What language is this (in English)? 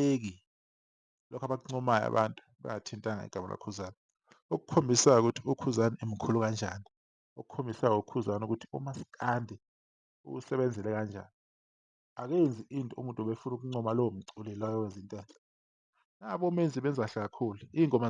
Zulu